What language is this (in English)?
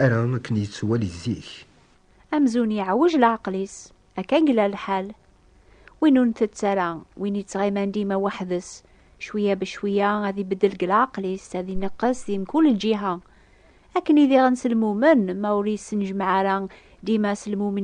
Kabyle